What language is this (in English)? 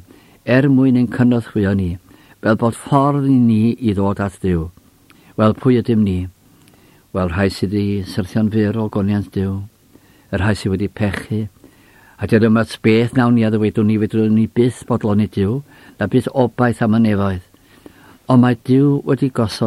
Welsh